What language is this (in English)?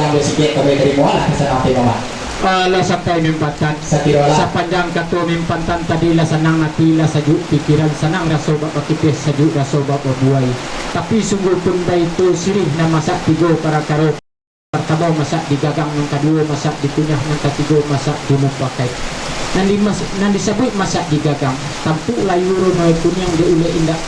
Minangkabau